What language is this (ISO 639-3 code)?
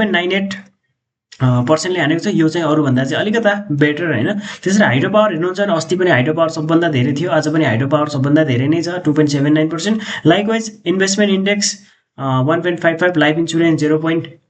nep